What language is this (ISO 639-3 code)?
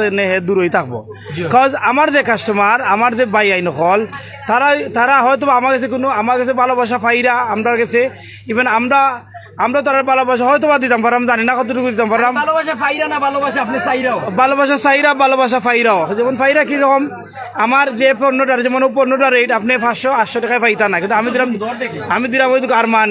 syl